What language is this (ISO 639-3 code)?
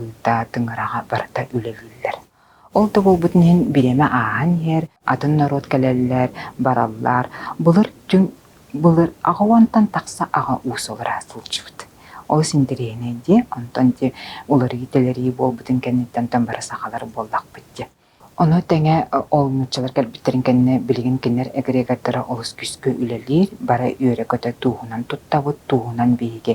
sah